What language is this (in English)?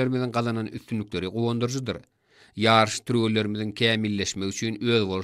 Turkmen